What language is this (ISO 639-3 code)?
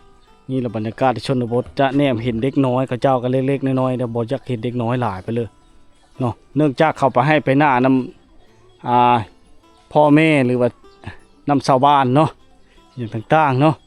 lao